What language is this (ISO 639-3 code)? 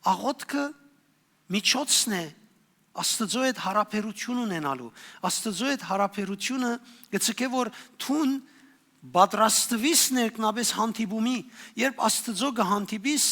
hyw